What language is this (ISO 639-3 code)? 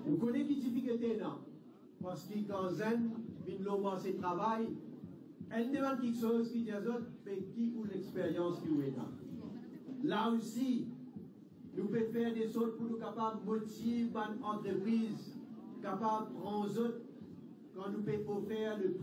mfe